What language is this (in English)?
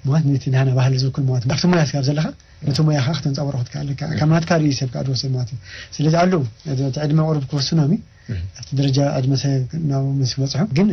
Tigrinya